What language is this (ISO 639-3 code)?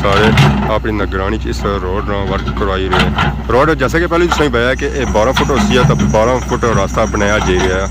phr